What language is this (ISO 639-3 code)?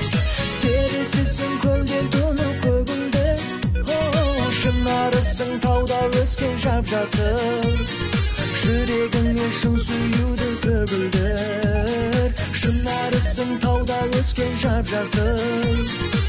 kaz